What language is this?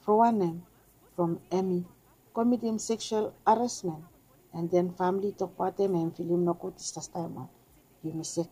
Bislama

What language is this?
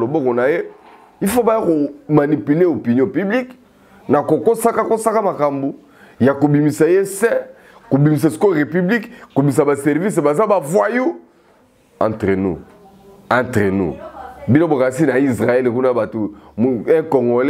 Lingala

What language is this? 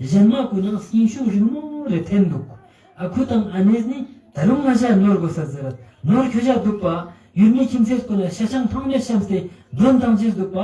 Ladakhi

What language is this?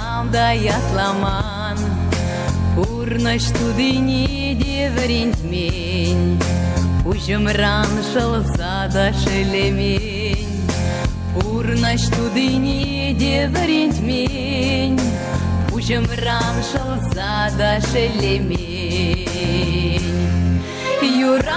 Chuvash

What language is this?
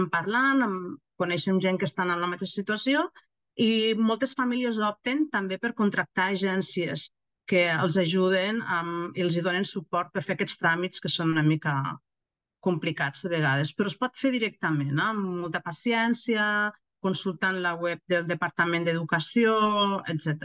Catalan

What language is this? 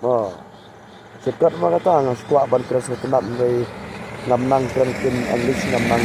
Khasi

